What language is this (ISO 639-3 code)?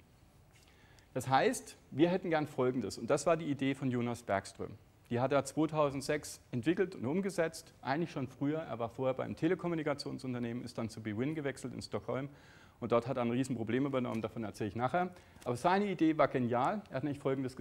deu